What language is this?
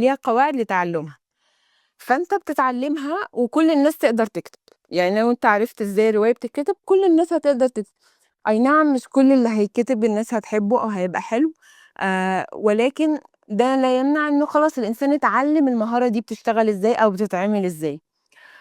Egyptian Arabic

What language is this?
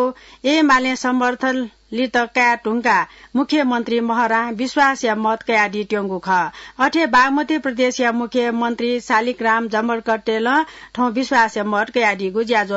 Newari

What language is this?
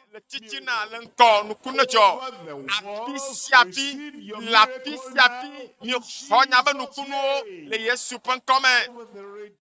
Ewe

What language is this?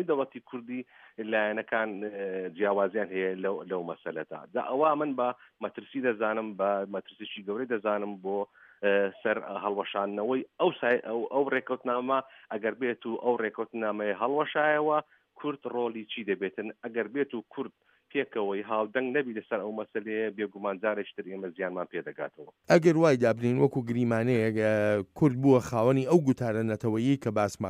Central Kurdish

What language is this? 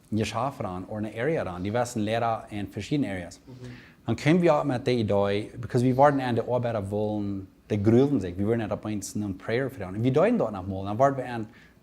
Plautdietsch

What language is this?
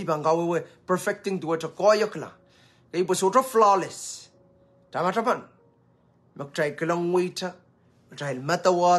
Pohnpeian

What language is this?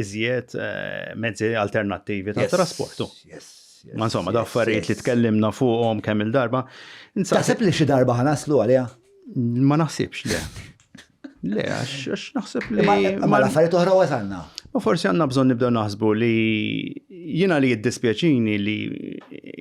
Maltese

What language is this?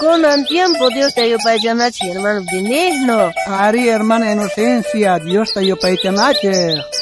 South Bolivian Quechua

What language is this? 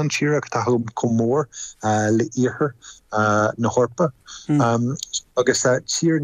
Irish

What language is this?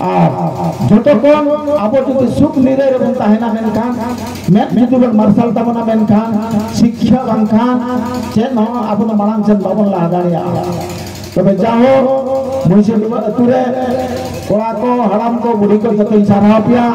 Santali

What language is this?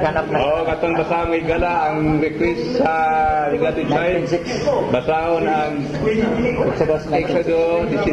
Cebuano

